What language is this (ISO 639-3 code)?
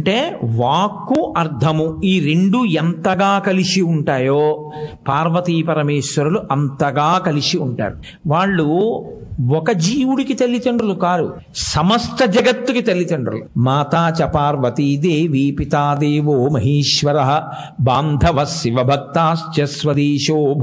tel